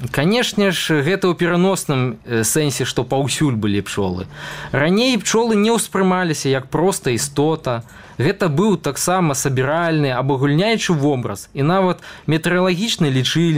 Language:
Belarusian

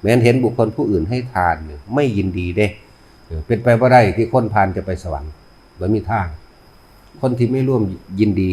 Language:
Northeastern Thai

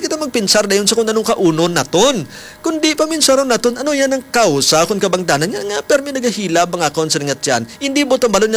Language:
Hiligaynon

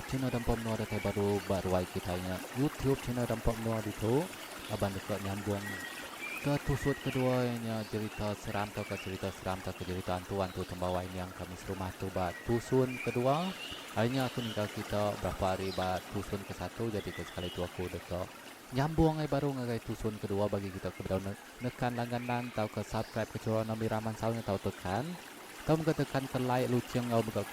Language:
Iban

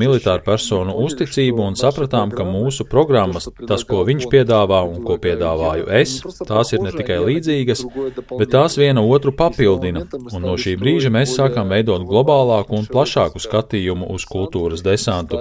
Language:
Latvian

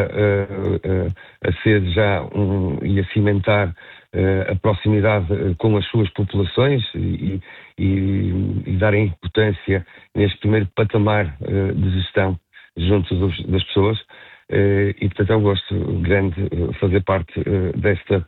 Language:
Portuguese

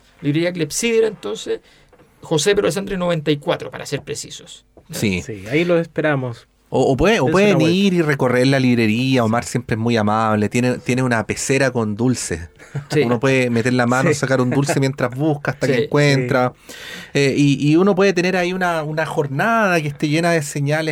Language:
Spanish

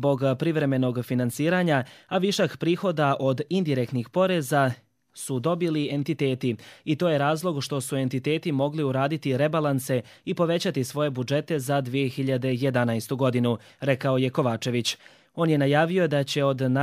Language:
Croatian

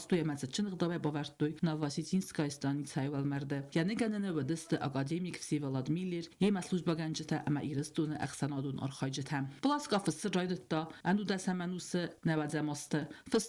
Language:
Ossetic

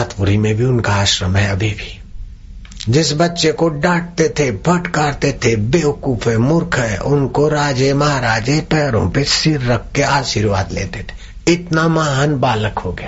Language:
Hindi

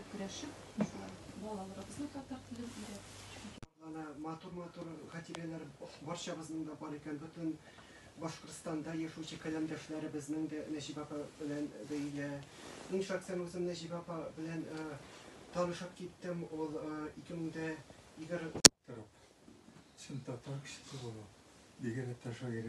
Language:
Tatar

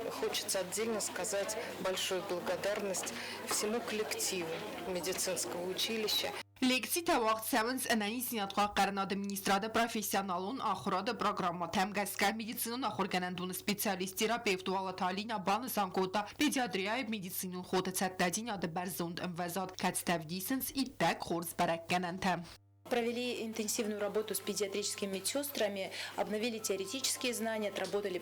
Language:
Ossetic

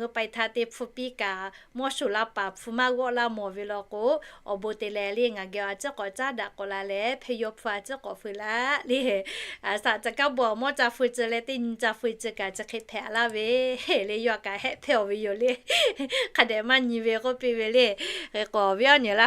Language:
Lahu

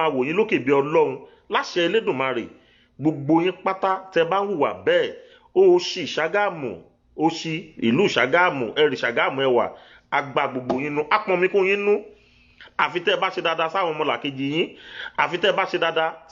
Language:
Yoruba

